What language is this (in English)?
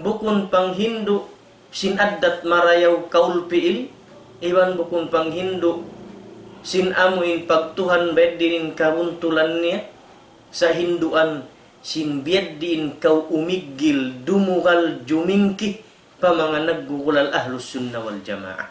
Tausug